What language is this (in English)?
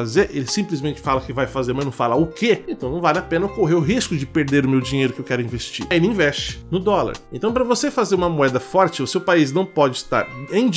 Portuguese